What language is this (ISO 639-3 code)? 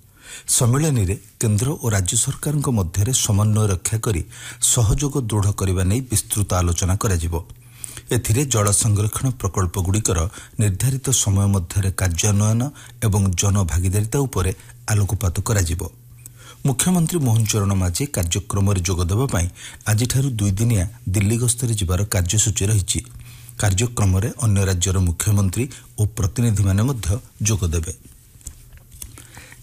ori